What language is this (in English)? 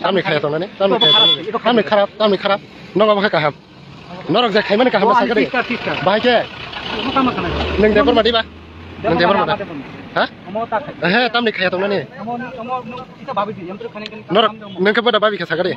Kok Borok